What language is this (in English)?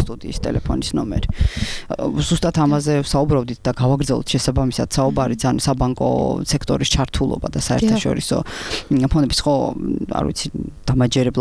Georgian